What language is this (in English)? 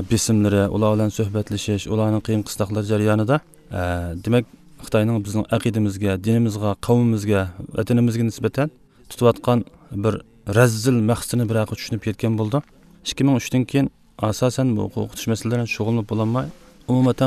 Uyghur